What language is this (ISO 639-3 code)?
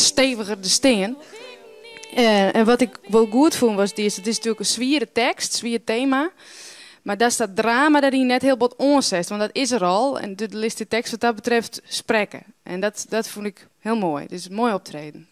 fry